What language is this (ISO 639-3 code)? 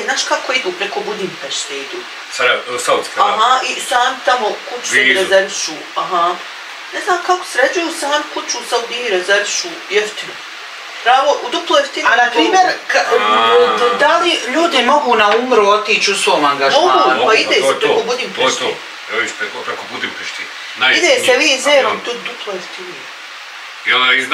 bos